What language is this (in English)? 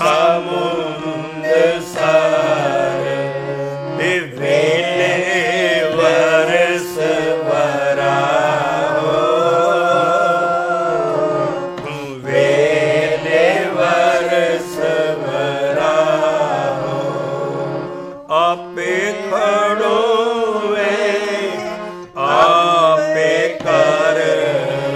Punjabi